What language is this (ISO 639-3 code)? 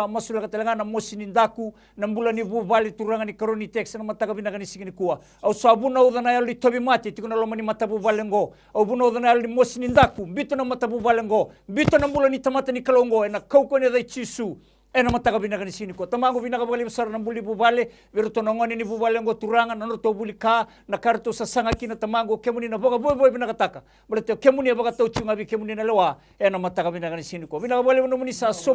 fij